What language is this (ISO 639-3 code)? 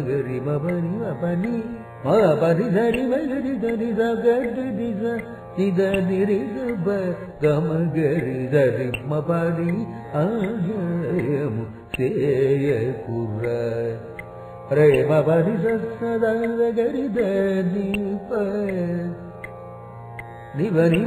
tel